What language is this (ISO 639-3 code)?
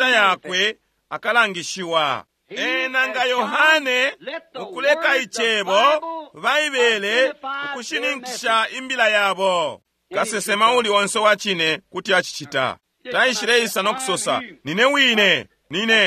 bem